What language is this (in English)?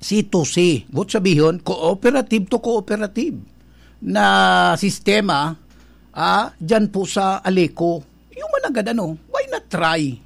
Bikol